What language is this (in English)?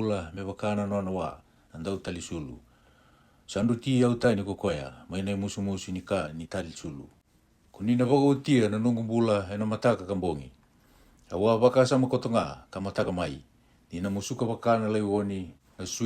Fijian